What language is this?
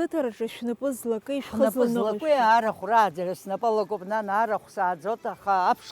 Abkhazian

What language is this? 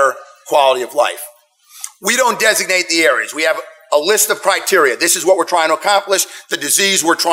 English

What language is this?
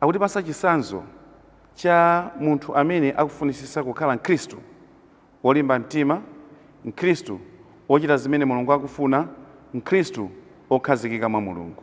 Nyanja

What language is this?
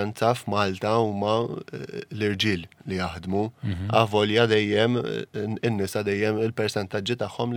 Maltese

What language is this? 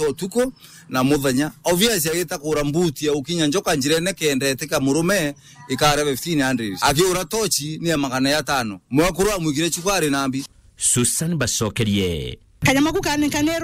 Meru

